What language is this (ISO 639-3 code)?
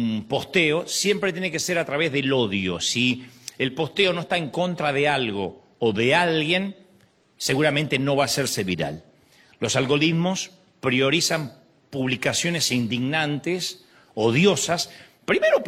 spa